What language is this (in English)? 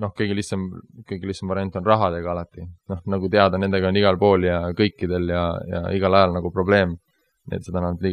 Estonian